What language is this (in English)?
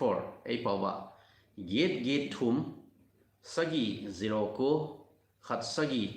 Thado Chin